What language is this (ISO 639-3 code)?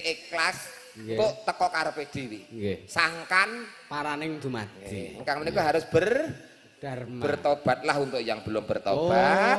jav